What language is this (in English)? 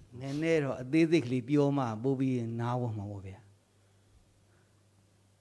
Burmese